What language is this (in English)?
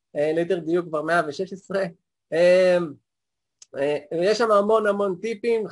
Hebrew